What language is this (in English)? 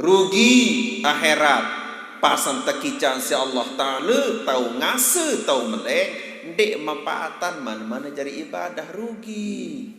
Sasak